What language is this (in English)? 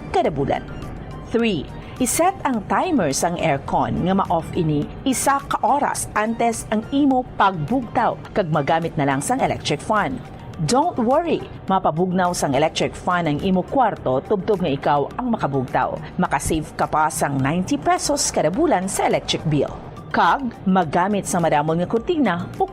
Hiligaynon